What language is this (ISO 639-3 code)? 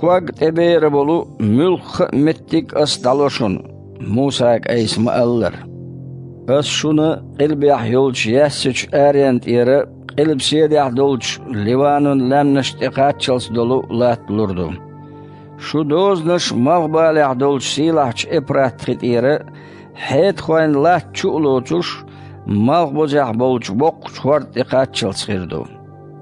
che